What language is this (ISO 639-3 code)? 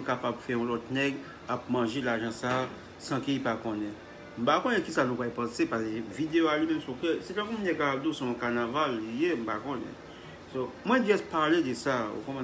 hat